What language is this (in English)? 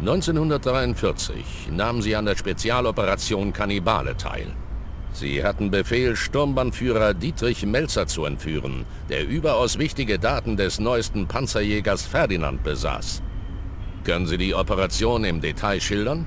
Bavarian